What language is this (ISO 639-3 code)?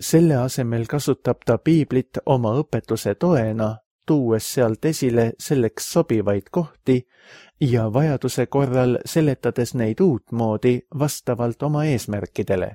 est